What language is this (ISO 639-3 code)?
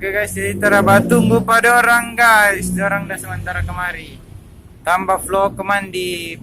xmm